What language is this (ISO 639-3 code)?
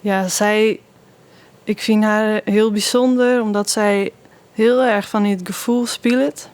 fry